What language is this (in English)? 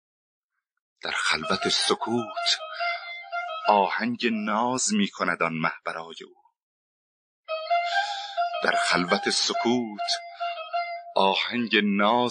Persian